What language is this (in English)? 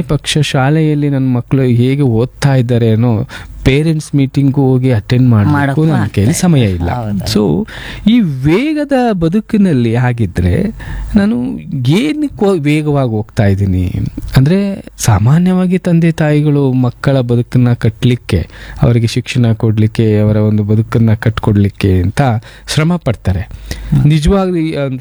Kannada